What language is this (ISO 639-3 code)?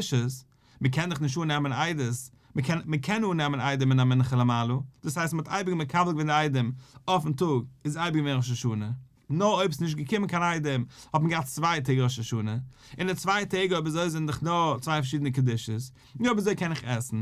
yid